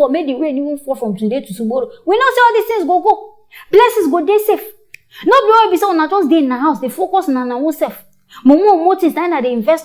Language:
Nigerian Pidgin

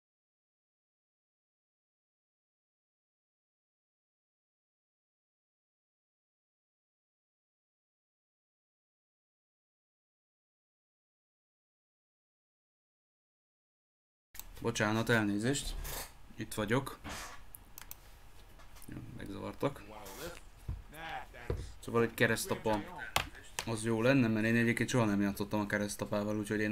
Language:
Hungarian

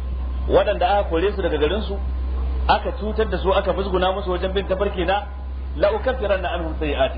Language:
Hausa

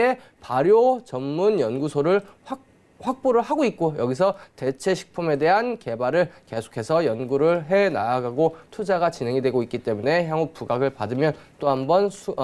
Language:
Korean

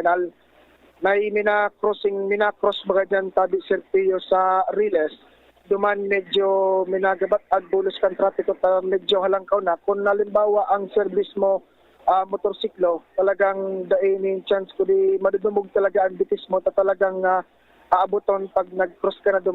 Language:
Bikol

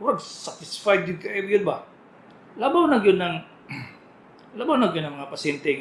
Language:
Cebuano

